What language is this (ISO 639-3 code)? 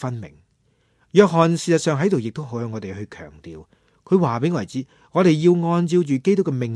yue